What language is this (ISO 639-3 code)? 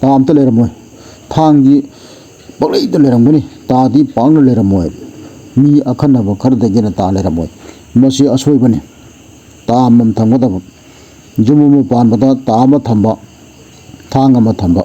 mni